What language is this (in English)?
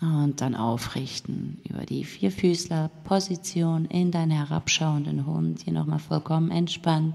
Swiss German